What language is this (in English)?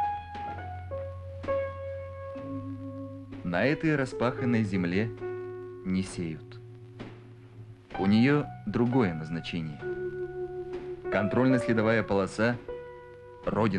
Russian